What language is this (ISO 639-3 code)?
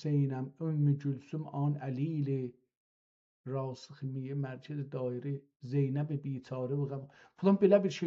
azb